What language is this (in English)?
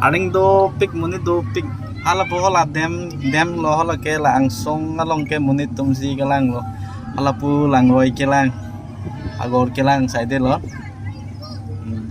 Karbi